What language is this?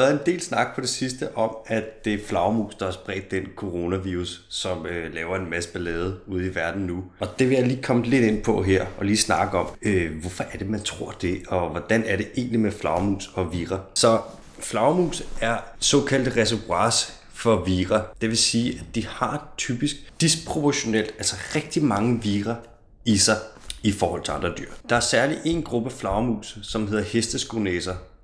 Danish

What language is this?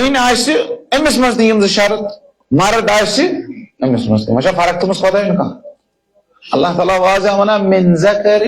Kashmiri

